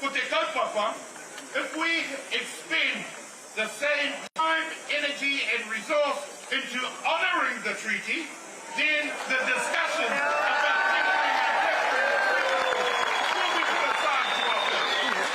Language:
Māori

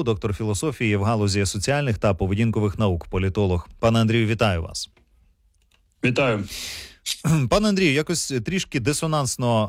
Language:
Ukrainian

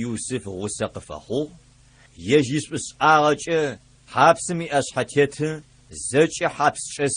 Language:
Adyghe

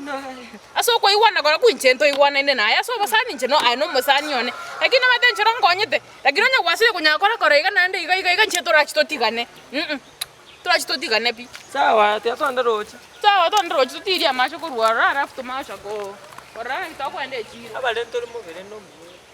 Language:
Gusii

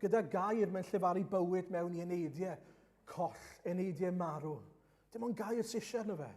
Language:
Welsh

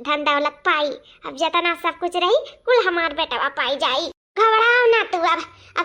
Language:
Awadhi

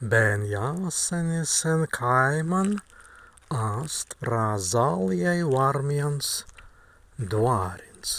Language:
Prussian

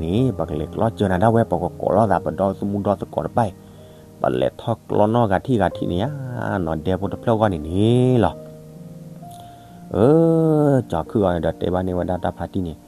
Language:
S'gaw Karen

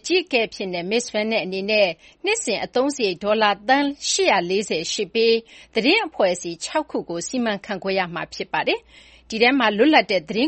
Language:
Burmese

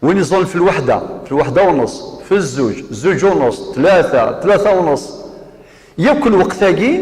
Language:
Kabyle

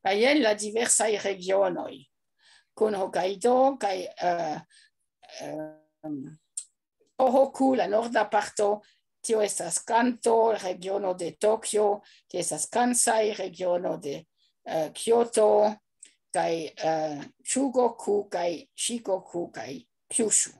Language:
Esperanto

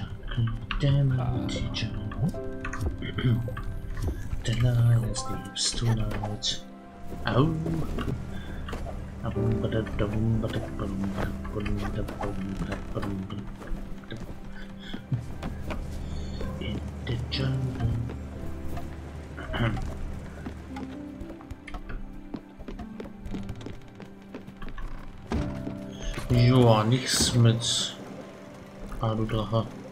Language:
German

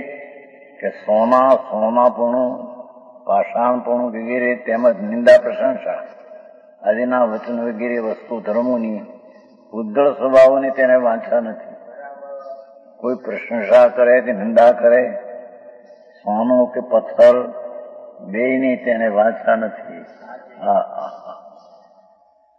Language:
Gujarati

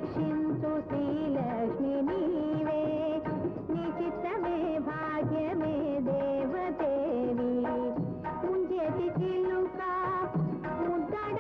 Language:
Telugu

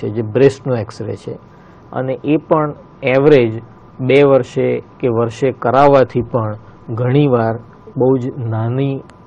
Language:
Gujarati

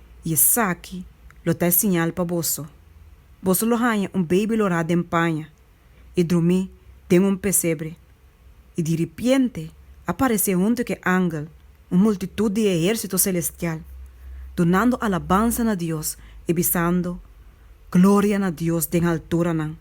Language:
Papiamento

